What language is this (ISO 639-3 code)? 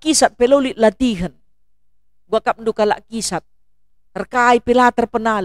btx